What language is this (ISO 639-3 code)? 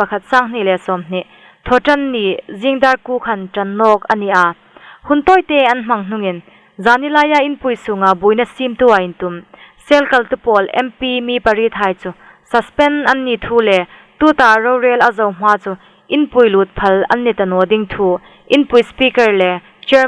hmr